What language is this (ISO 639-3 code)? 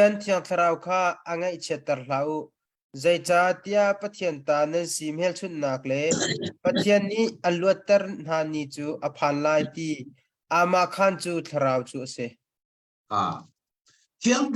cnh